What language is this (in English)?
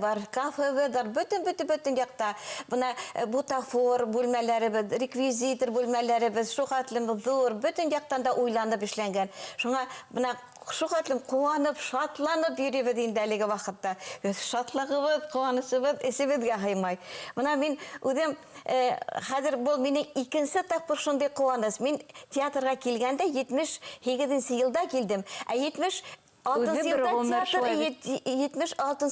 Bashkir